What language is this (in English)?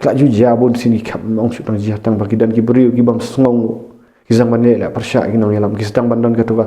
Khasi